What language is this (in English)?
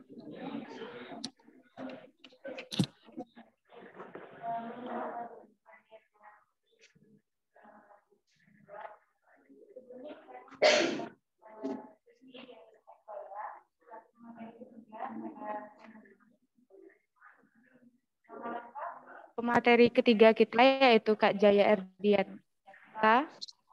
Indonesian